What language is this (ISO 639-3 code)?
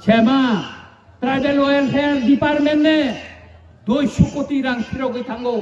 trp